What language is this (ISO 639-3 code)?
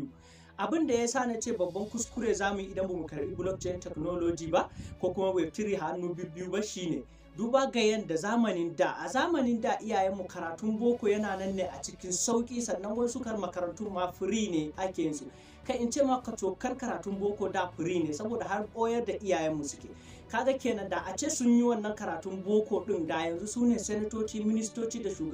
hau